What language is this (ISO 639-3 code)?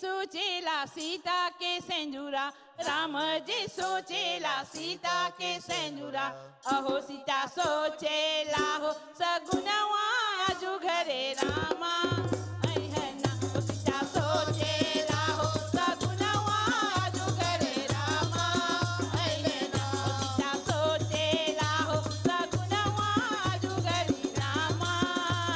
bho